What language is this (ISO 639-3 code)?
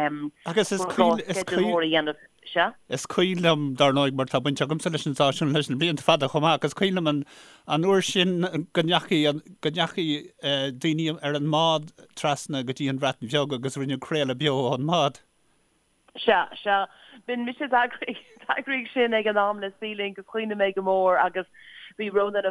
gle